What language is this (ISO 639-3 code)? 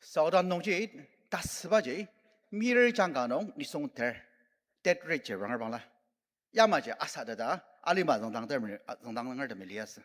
njo